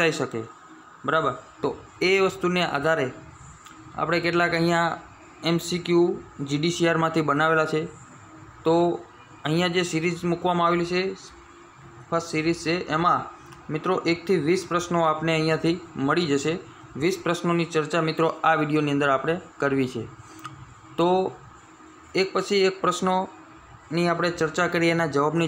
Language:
Gujarati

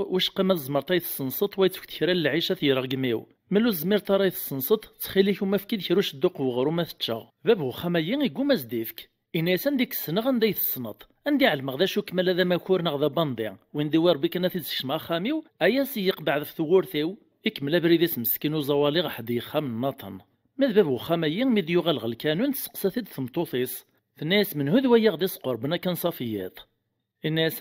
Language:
Kabyle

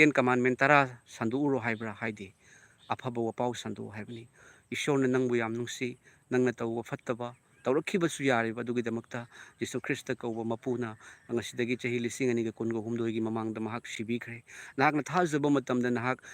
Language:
Manipuri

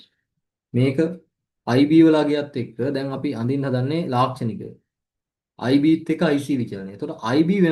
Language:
Sinhala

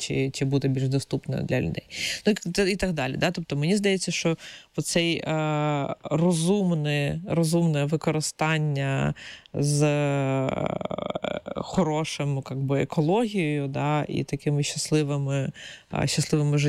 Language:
Ukrainian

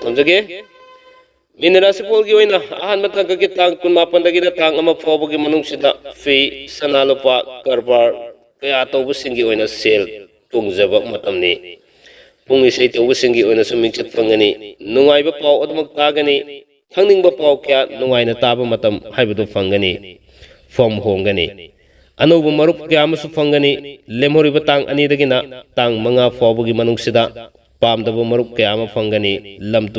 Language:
Manipuri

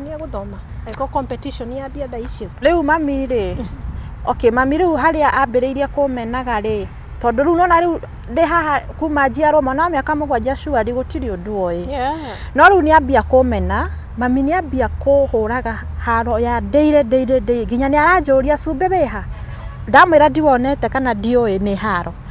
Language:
Kikuyu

